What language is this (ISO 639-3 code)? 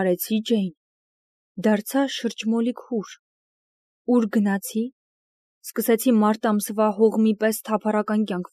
hye